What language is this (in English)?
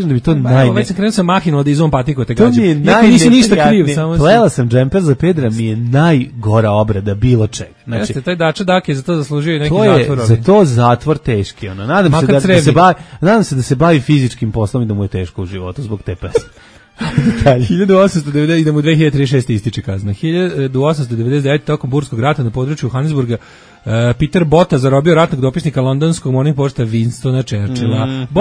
Serbian